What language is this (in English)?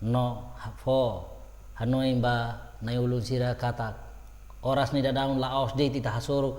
Tetum